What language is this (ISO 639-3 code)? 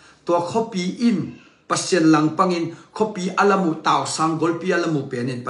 ctd